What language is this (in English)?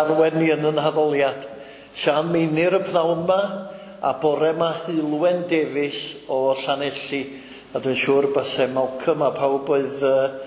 Welsh